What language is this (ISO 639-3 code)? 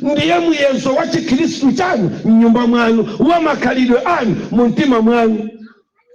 nya